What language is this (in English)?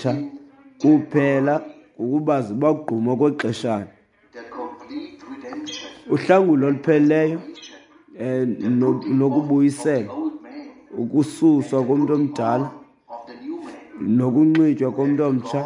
Xhosa